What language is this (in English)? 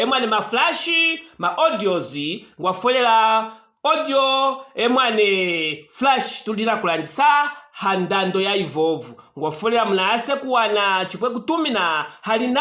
Luvale